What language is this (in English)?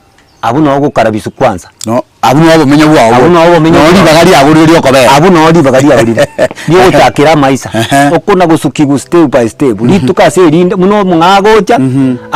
Gusii